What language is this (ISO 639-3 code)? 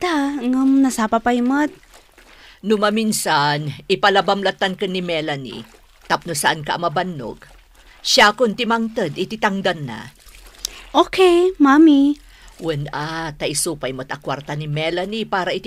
ilo